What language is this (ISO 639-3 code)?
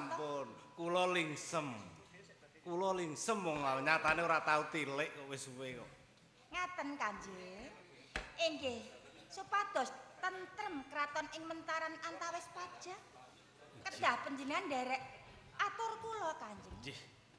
jav